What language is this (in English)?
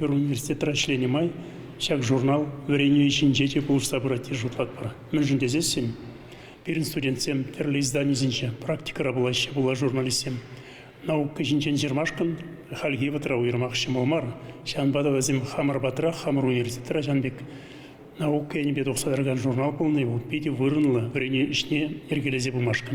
Chuvash